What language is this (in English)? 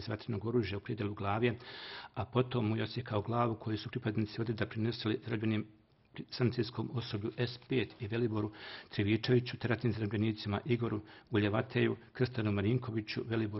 Serbian